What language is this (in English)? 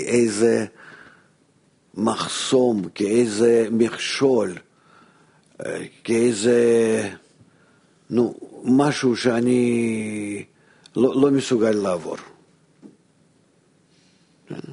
Hebrew